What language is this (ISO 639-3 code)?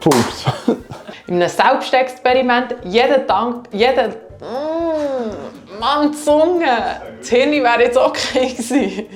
gsw